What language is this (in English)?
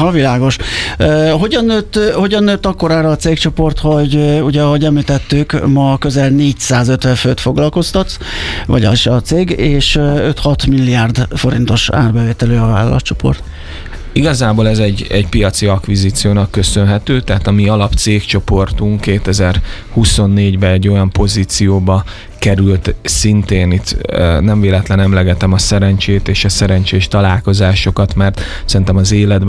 Hungarian